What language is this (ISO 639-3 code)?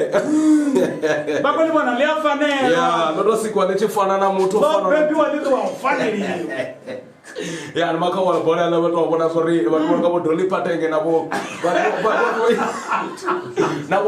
ven